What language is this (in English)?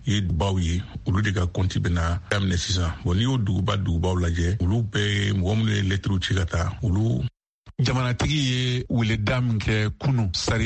Bambara